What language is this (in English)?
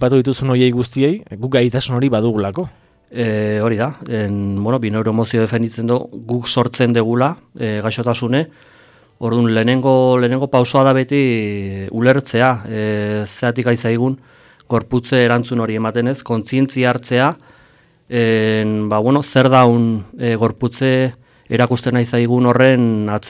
Basque